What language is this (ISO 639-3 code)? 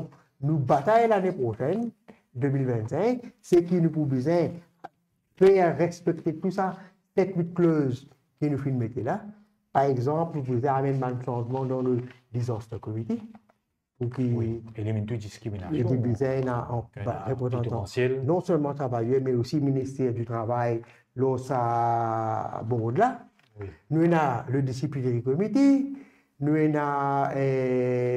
mfe